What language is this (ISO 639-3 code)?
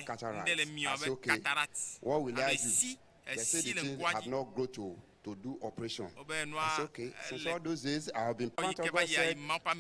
ewe